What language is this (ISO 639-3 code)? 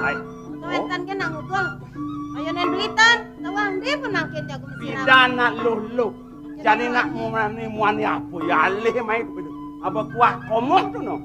ban